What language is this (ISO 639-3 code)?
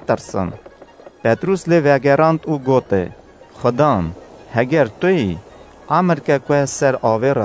kur